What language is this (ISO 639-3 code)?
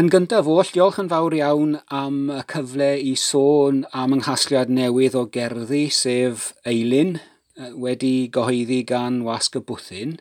cym